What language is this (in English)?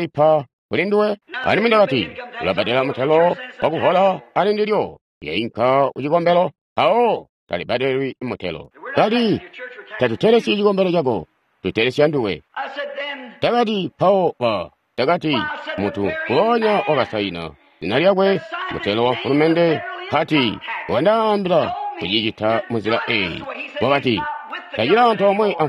Tonga (Zambia)